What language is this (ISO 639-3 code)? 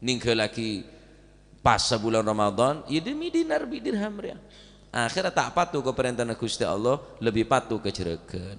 mad